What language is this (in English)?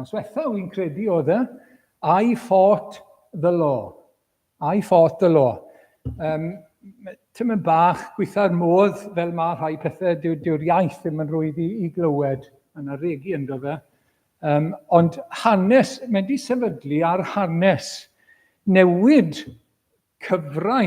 Welsh